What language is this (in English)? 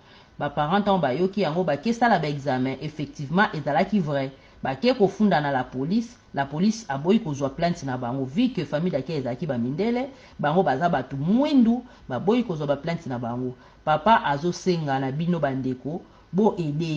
Lingala